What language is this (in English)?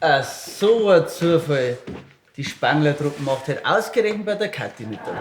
Bavarian